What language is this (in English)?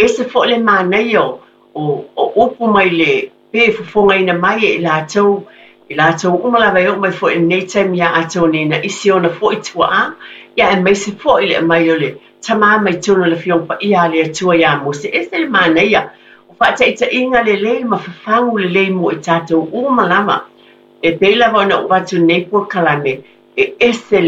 Samoan